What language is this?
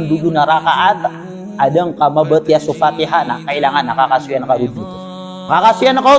Maranao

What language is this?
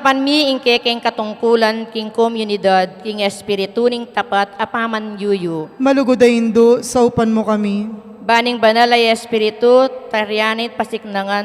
Pampanga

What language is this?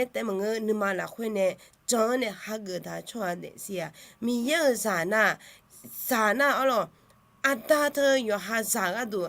Akha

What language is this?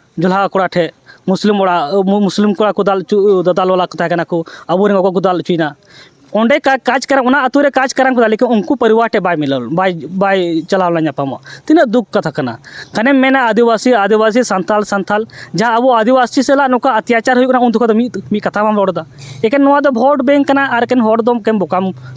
Santali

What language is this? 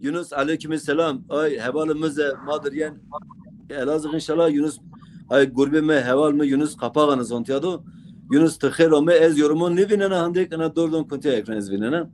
Zaza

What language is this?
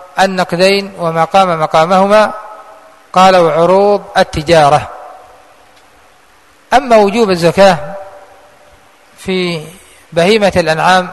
Arabic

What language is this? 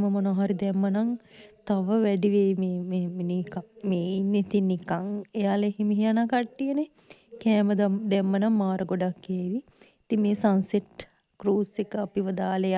Sinhala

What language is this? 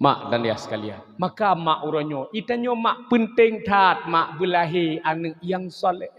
Achinese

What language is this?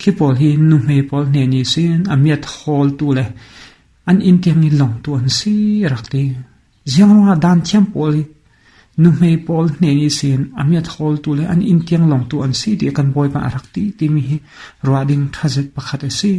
Falam Chin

